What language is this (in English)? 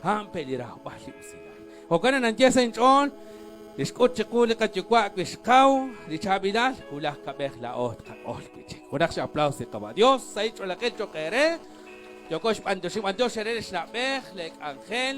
Kekchí